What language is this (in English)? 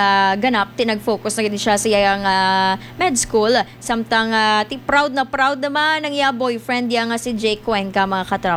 Hiligaynon